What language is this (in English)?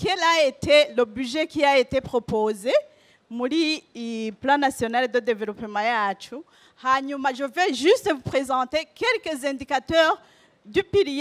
Rundi